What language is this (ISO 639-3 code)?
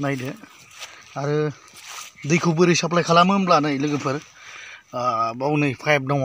brx